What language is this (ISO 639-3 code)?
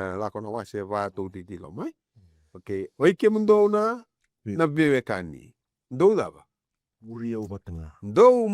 fij